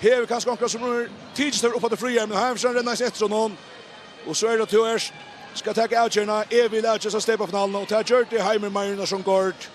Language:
Faroese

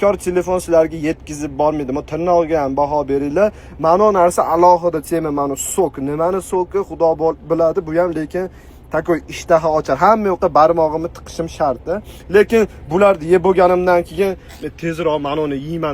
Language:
Uzbek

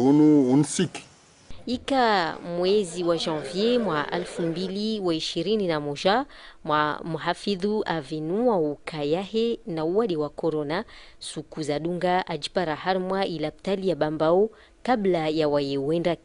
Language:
Ngazidja Comorian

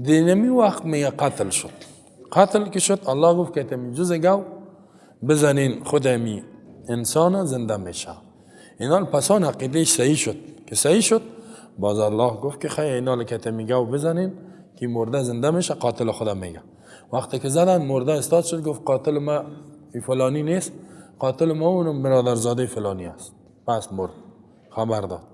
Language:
Persian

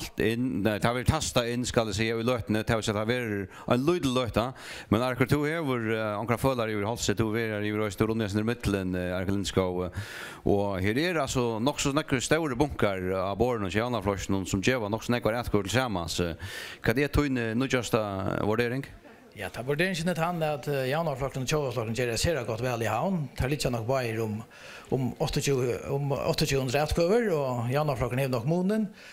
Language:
Faroese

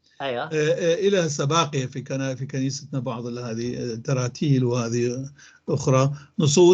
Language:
North Levantine Arabic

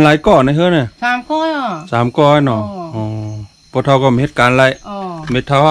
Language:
Shan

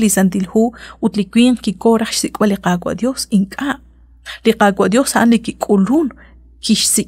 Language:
Kekchí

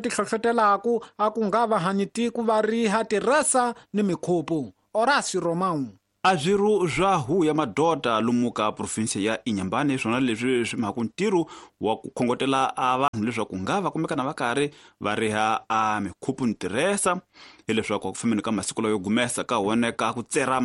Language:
Tsonga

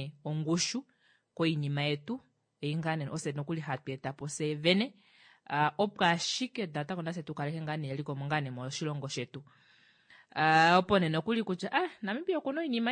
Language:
Kuanyama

